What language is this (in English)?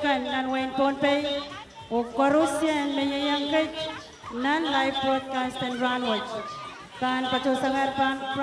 Pohnpeian